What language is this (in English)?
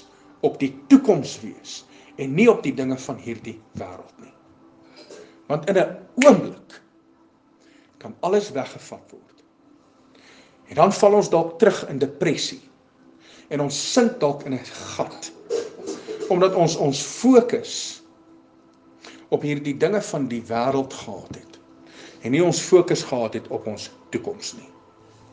Afrikaans